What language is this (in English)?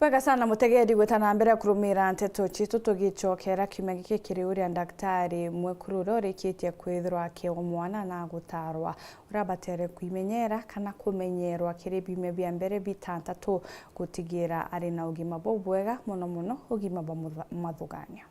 Meru